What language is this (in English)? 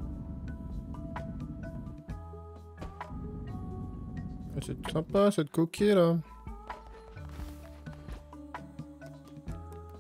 French